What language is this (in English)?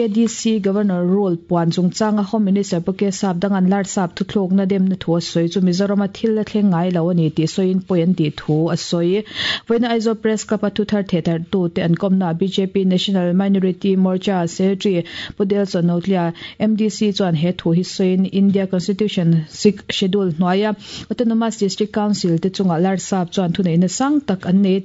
Mizo